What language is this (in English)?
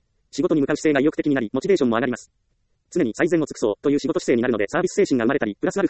Japanese